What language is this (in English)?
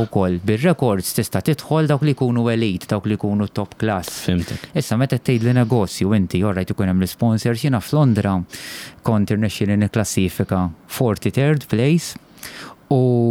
Maltese